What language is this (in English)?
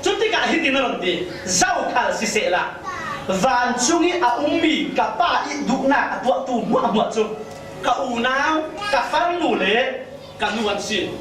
Falam Chin